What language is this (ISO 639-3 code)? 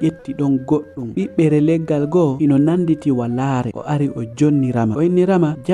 ful